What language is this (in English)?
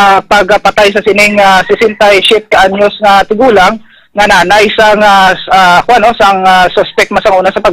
Hiligaynon